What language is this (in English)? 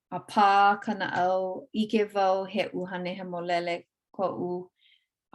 Hawaiian